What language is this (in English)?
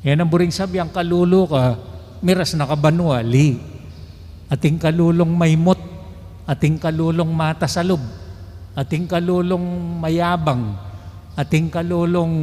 Pampanga